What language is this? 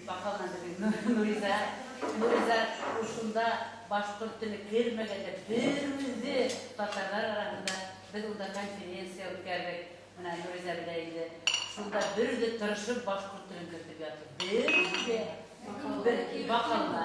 Bashkir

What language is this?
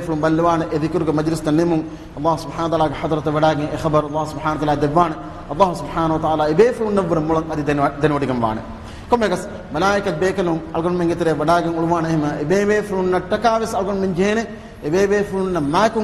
Divehi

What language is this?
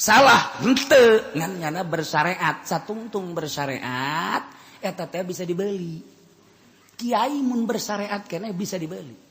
Sundanese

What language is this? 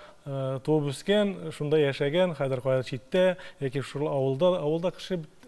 Tatar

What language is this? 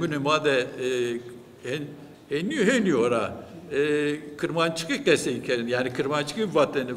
Kurdish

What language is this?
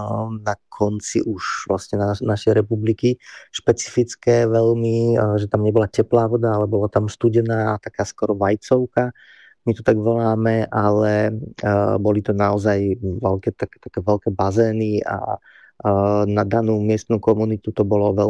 Slovak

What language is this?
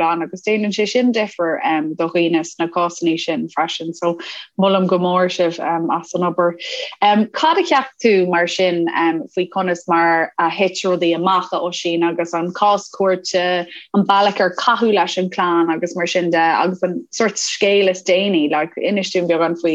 Irish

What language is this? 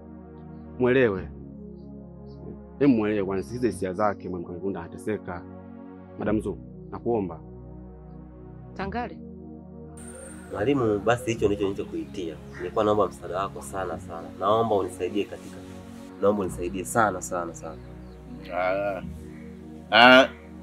Swahili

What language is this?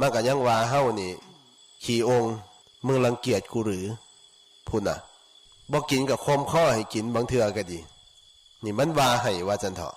Lao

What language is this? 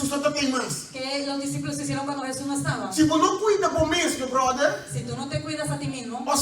Papiamento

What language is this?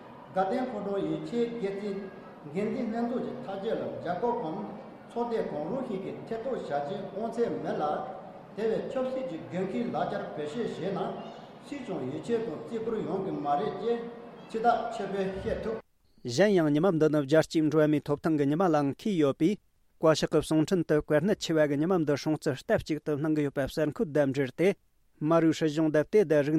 Tibetan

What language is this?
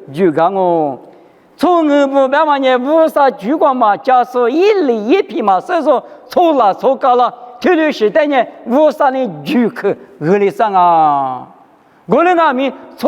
Lisu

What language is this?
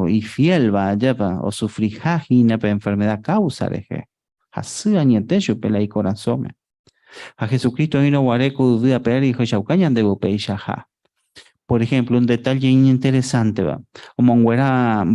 Guarani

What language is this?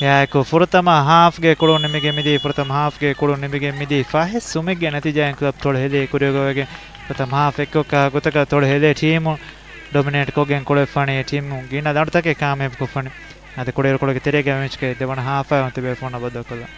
Divehi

